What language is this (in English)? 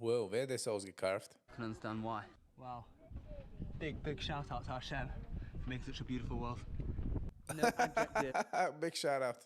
Yiddish